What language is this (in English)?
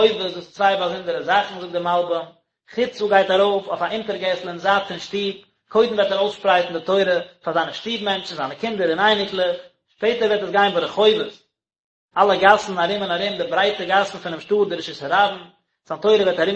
Yiddish